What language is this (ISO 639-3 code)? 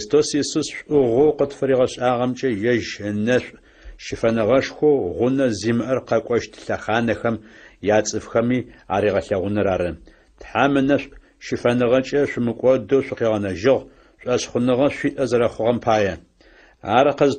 ady